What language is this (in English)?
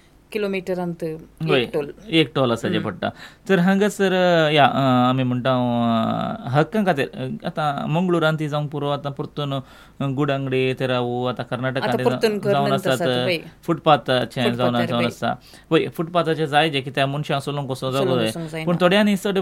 Konkani